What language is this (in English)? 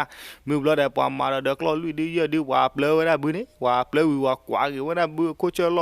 S'gaw Karen